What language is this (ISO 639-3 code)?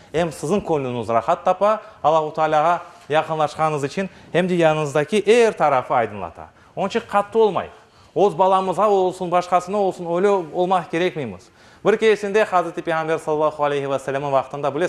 crh